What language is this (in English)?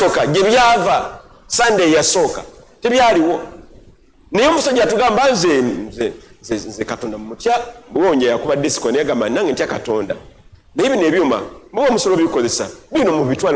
Ganda